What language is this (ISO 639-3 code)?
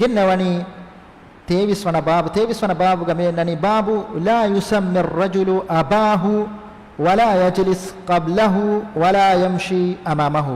div